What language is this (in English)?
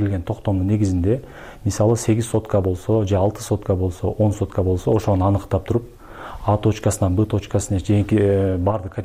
Kyrgyz